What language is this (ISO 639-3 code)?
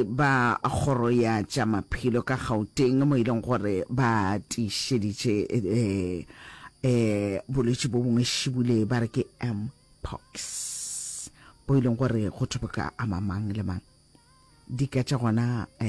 nso